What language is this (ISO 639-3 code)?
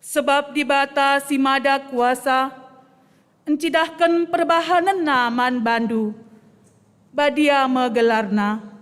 btx